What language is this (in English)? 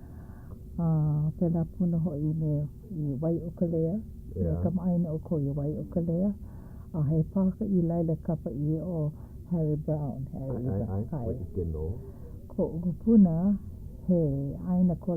Hawaiian